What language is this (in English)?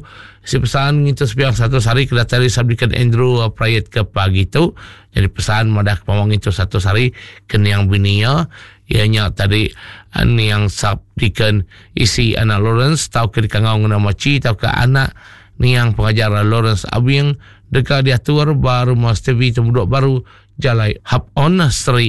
Iban